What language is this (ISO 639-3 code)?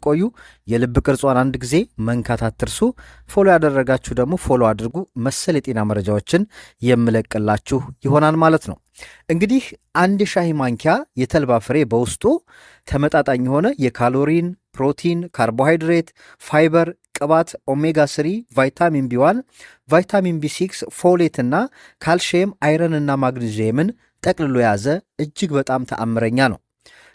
amh